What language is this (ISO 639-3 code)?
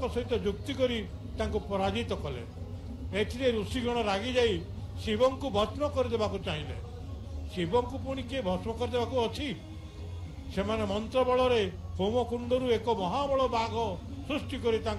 ori